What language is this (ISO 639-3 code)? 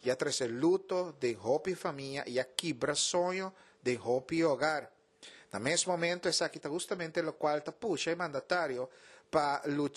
pap